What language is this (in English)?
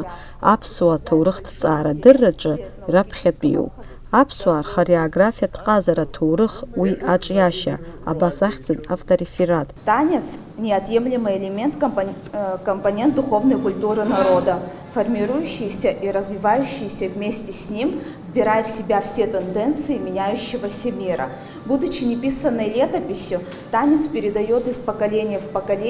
Abkhazian